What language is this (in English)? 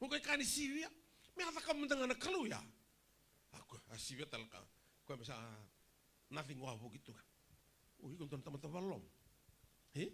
Fijian